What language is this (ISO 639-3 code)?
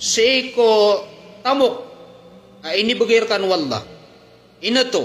mrw